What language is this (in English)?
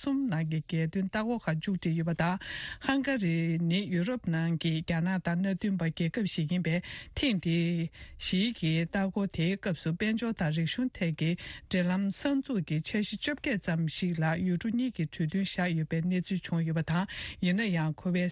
Tibetan